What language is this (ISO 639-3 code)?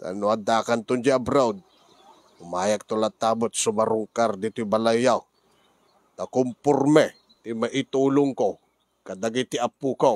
ilo